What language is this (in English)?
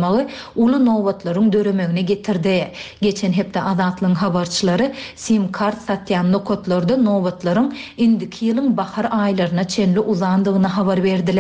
Turkmen